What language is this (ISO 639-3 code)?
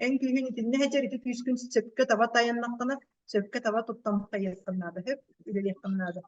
sah